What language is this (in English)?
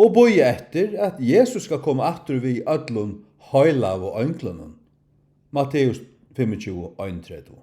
Faroese